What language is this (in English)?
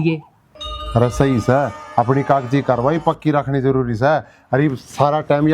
Haryanvi